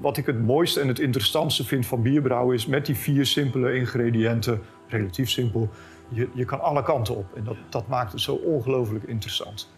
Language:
Western Frisian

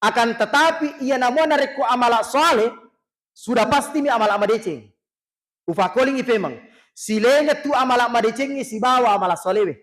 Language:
Buginese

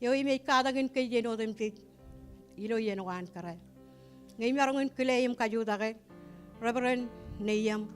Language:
Marshallese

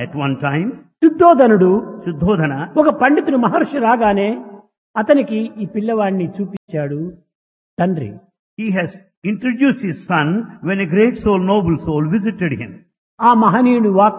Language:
Telugu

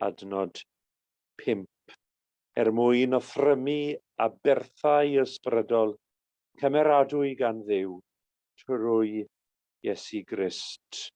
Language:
Welsh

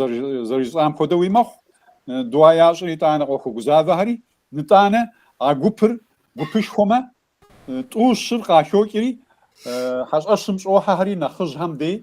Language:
Kabardian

